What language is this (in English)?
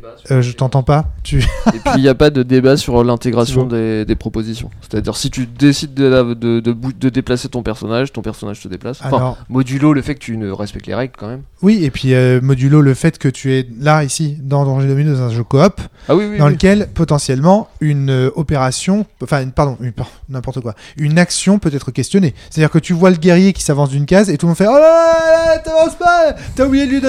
French